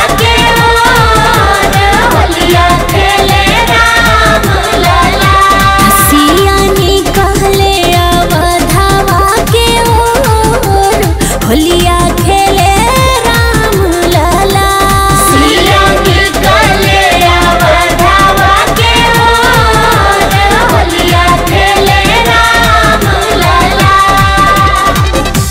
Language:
Bhojpuri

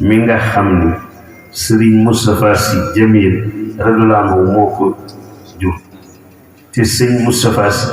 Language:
Wolof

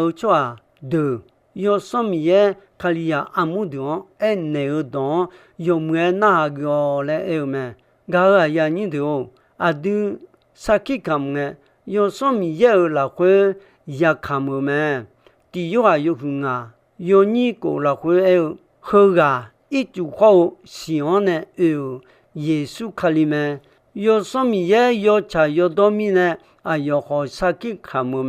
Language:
Akha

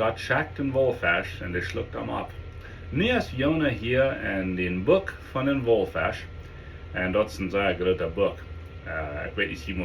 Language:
Plautdietsch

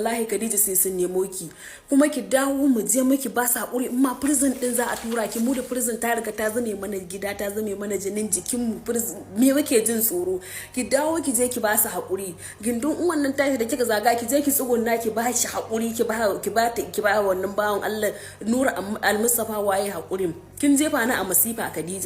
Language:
Hausa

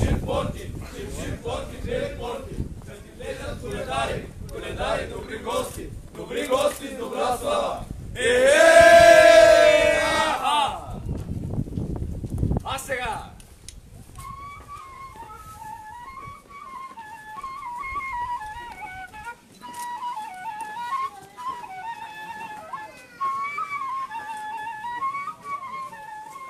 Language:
Bulgarian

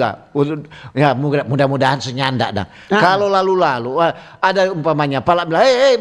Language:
Manado Malay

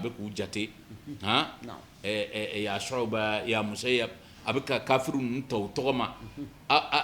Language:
Bambara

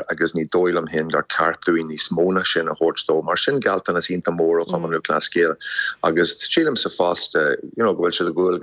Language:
Irish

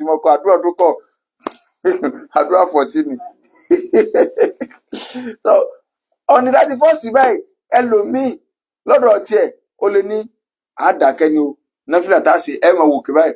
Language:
Yoruba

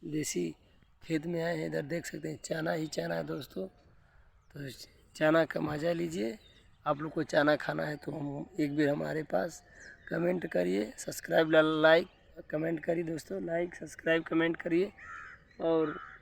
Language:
Bhojpuri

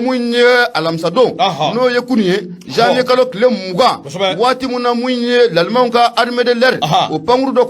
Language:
Bambara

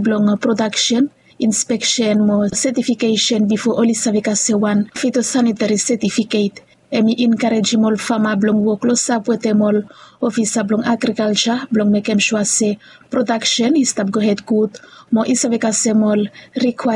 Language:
Bislama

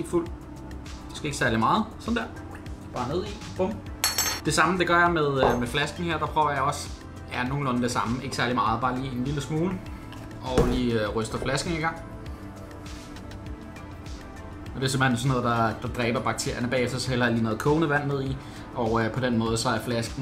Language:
Danish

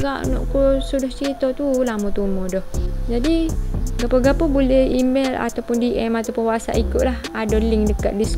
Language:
Malay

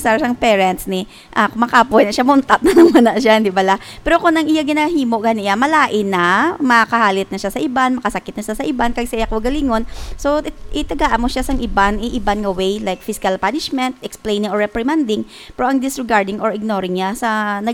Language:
Hiligaynon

